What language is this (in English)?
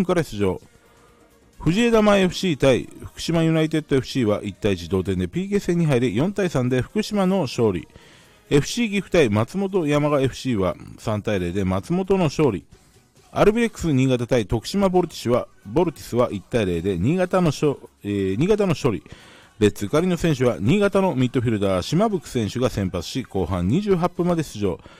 Japanese